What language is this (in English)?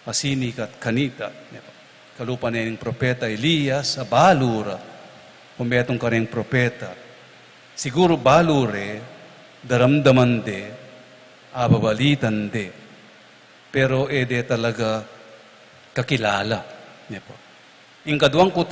Pampanga